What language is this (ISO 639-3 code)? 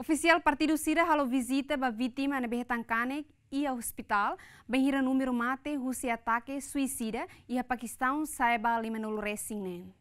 tet